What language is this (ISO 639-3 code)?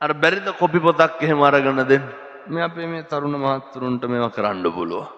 sin